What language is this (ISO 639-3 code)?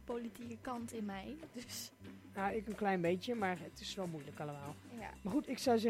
nld